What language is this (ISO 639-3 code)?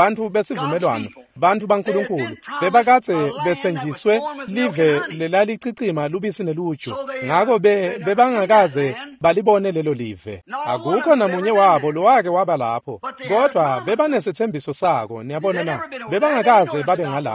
ssw